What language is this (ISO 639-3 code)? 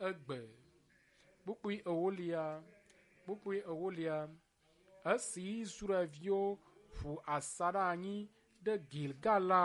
ewe